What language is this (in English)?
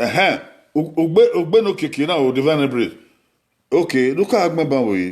Bini